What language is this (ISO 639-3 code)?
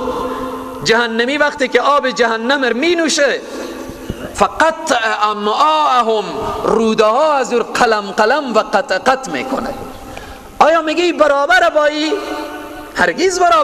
fas